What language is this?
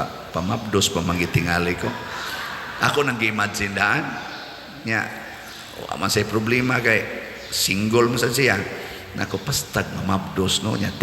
Cebuano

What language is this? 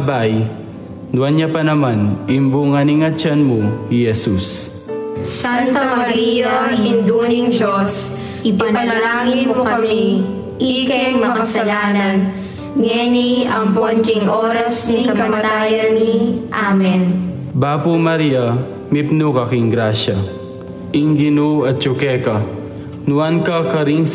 Pampanga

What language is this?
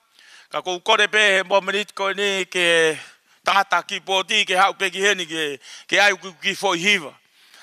Tongan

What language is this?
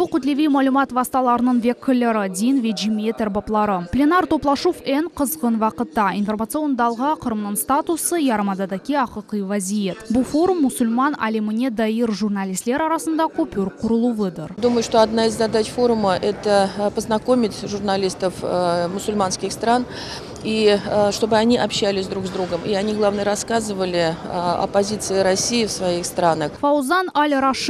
Crimean Tatar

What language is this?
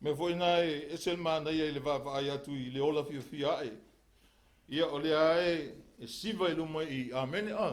Samoan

